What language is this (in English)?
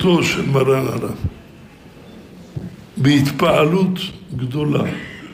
Hebrew